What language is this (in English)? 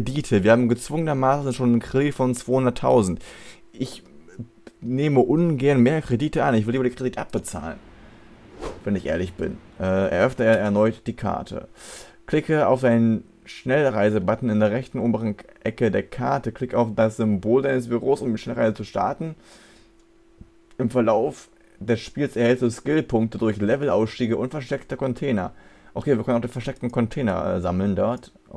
German